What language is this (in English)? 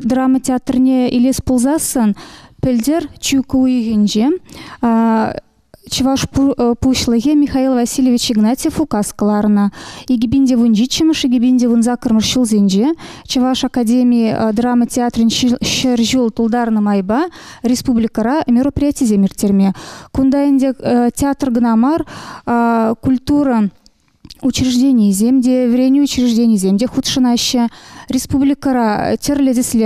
Chuvash